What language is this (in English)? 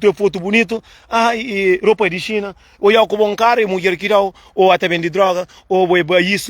Kabuverdianu